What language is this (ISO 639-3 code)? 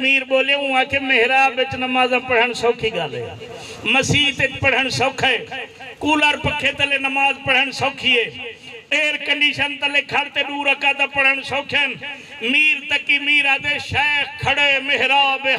skr